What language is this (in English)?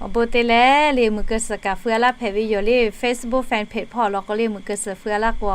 Lahu